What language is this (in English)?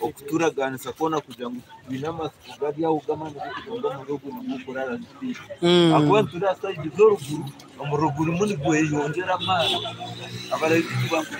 Nyankole